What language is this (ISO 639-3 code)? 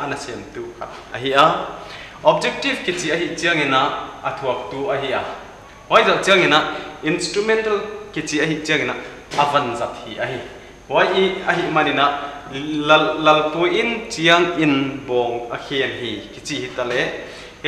pck